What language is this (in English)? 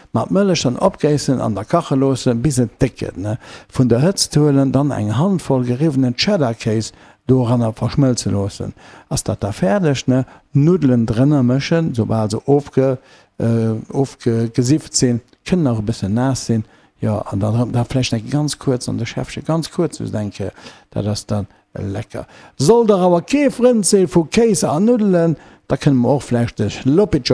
Luxembourgish